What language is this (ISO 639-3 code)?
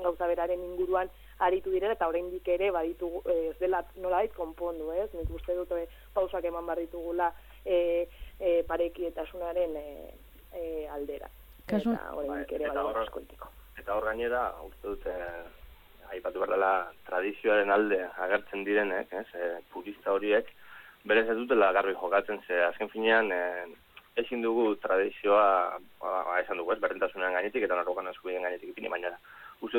eus